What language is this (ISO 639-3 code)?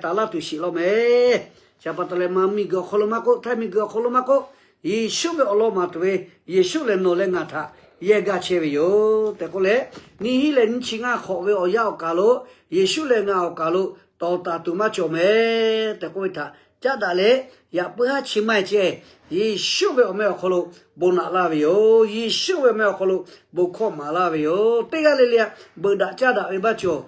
lhu